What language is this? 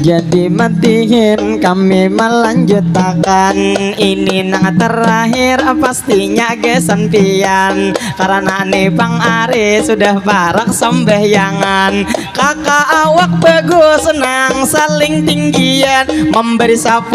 Banjar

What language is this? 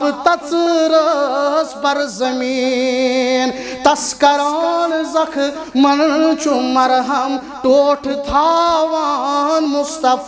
Kashmiri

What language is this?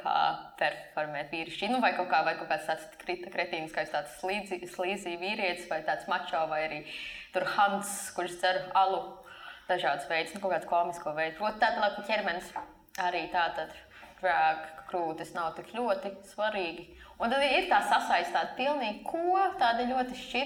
Latvian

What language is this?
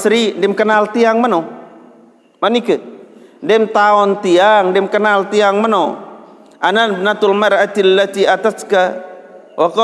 Sasak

